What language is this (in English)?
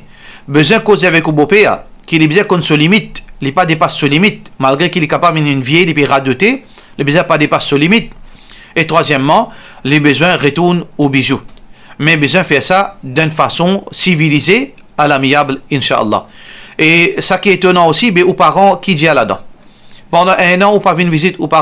Morisyen